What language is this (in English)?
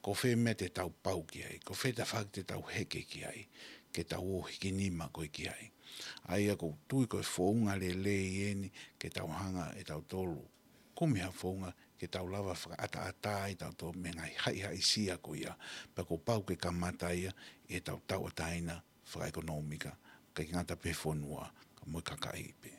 Tongan